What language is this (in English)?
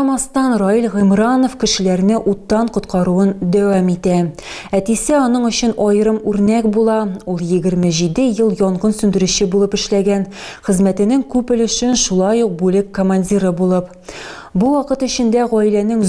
Tatar